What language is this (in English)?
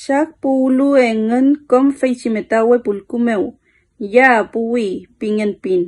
Mapuche